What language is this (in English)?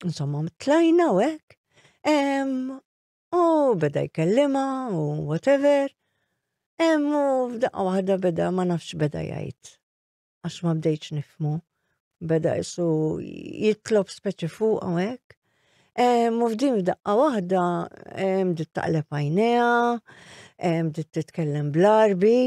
Maltese